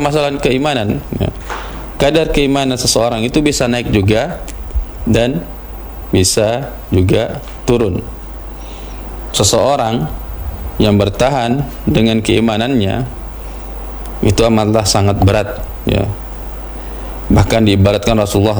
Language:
Indonesian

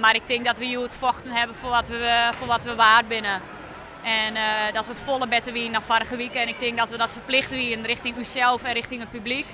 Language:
Western Frisian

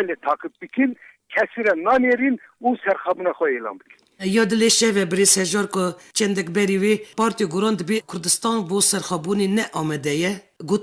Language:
Kurdish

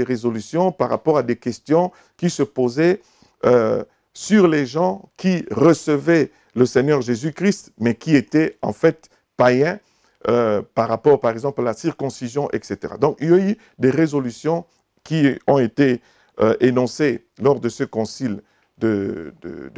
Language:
French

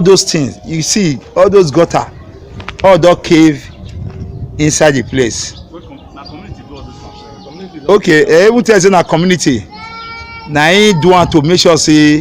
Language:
Nigerian Pidgin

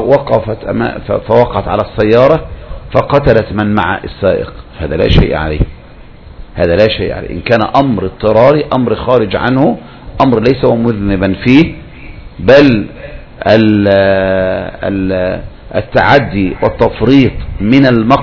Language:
Arabic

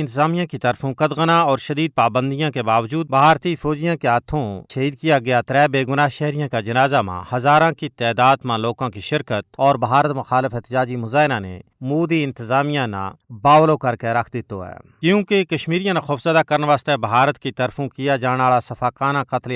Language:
Gujari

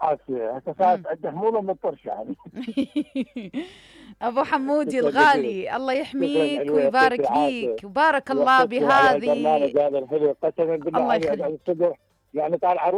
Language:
Mesopotamian Arabic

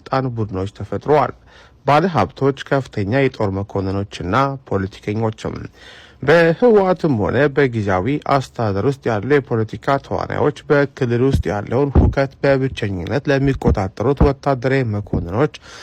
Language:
Amharic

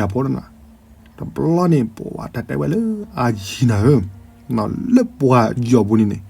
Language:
S'gaw Karen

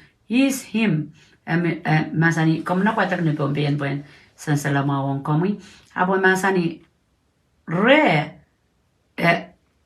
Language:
Pohnpeian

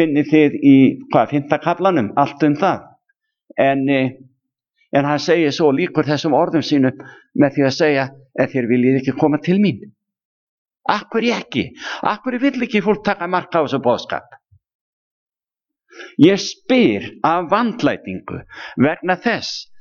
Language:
Icelandic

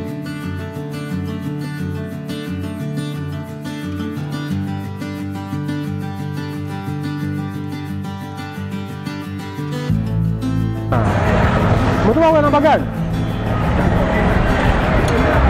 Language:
Swahili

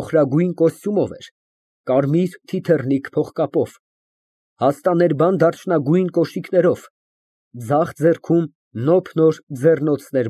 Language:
Armenian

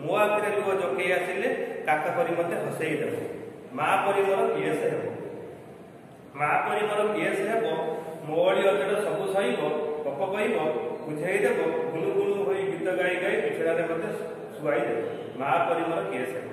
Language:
Odia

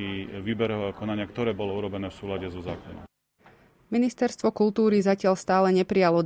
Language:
Slovak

